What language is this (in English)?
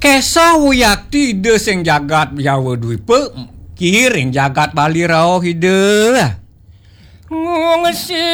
Balinese